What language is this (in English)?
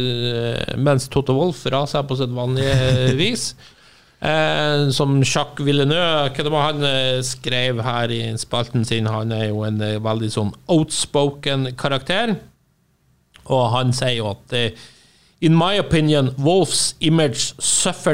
Norwegian